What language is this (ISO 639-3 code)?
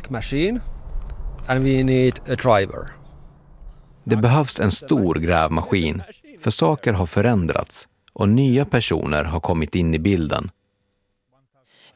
swe